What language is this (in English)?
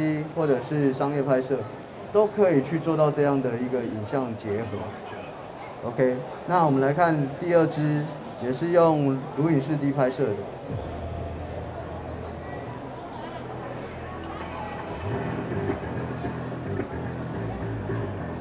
Chinese